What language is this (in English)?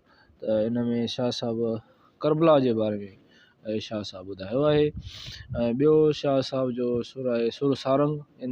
Sindhi